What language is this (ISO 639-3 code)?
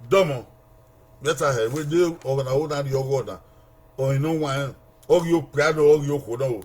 bin